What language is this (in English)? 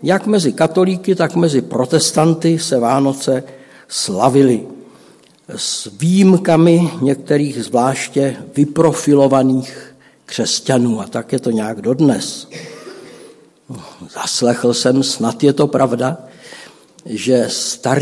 Czech